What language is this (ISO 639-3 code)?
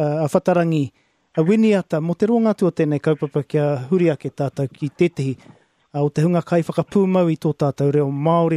mri